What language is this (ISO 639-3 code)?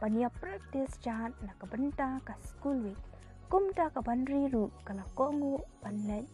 kha